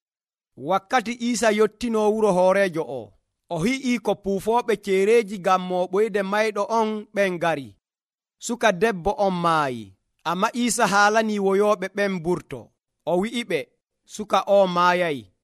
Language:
Nigerian Fulfulde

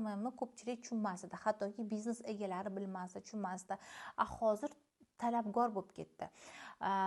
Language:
Uzbek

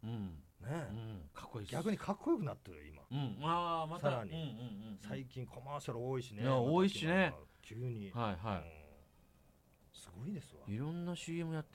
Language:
Japanese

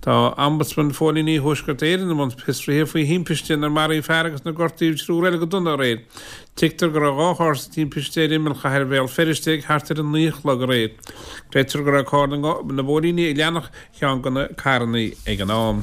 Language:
Irish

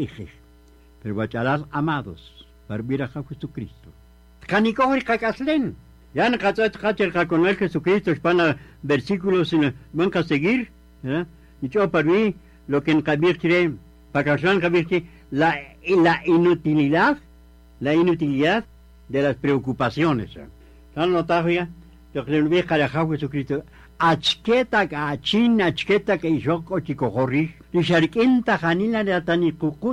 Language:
Kaqchikel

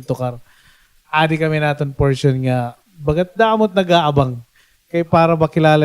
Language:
Waray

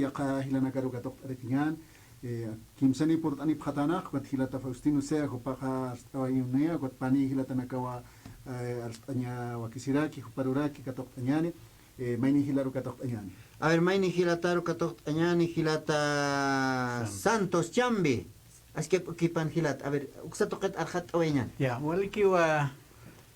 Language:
Aymara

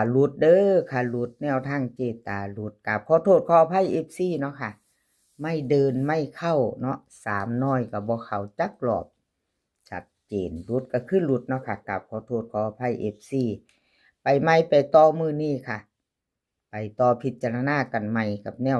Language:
Northeastern Thai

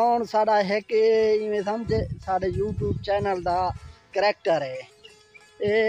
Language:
Saraiki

